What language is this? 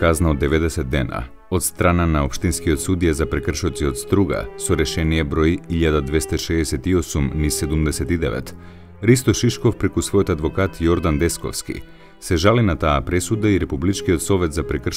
Macedonian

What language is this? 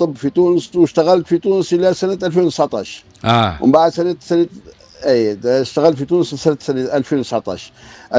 Tunisian Arabic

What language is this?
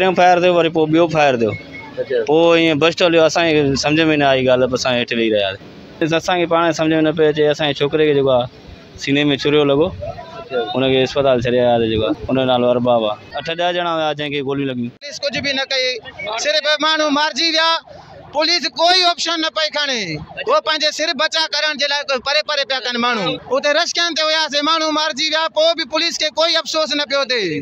Sindhi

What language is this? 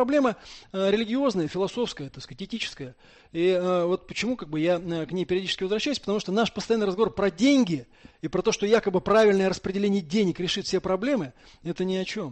Russian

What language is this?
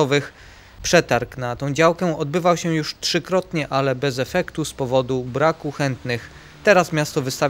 Polish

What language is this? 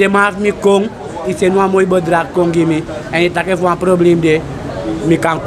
Sranan Tongo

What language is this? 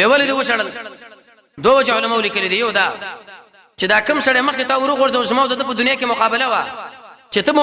Pashto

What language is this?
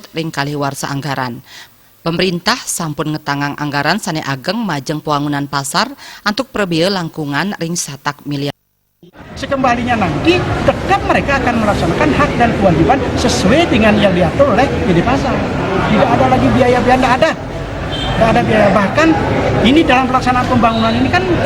Balinese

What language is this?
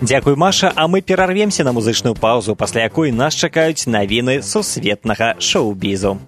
Belarusian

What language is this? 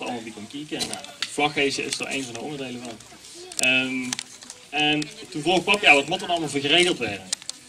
Limburgish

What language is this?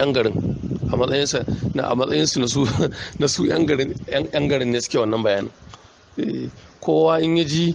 Hausa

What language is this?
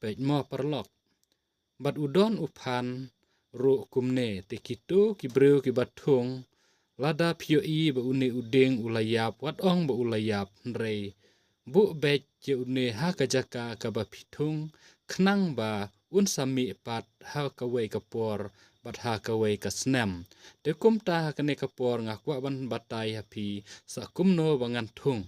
Khasi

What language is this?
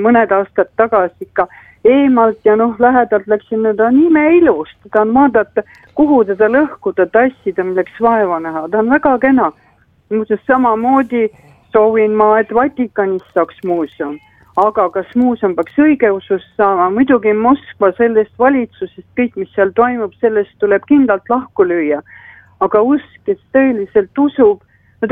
Estonian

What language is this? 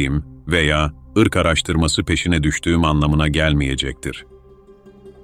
Turkish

